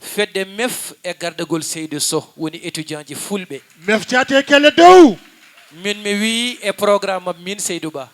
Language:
Fula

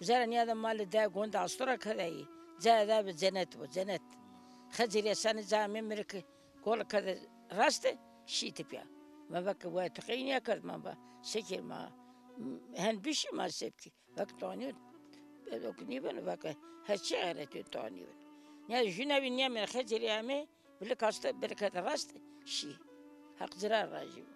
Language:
Zaza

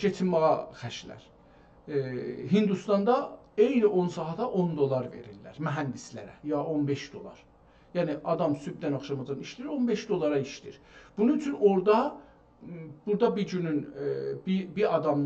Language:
South Azerbaijani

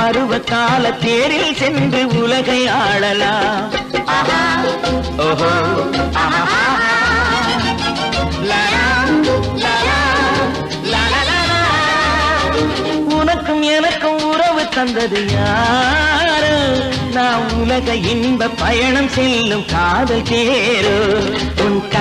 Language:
Tamil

